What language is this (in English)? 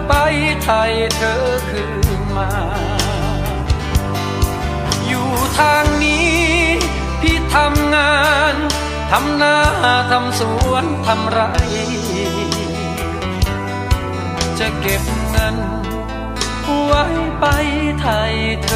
Thai